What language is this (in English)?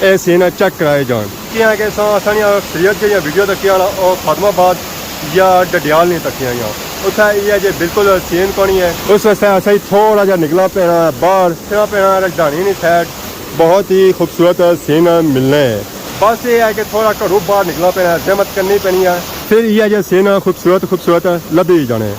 Pahari-Potwari